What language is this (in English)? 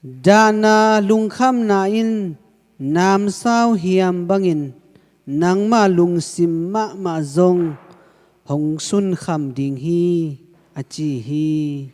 Tedim Chin